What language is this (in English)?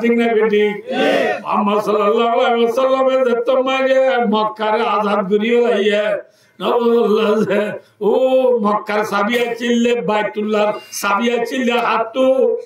Rohingya